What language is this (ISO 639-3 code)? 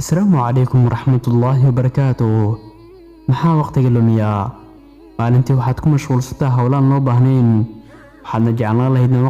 som